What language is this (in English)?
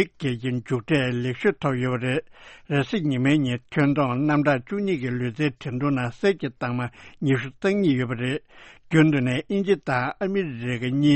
Tibetan